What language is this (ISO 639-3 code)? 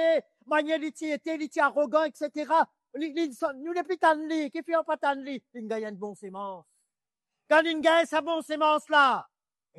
mfe